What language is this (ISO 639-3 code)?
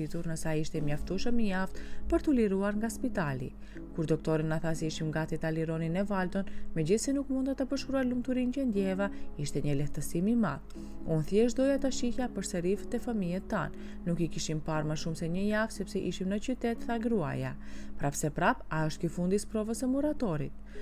sqi